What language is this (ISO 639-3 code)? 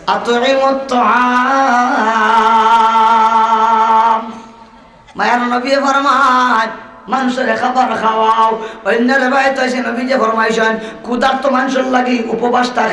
syl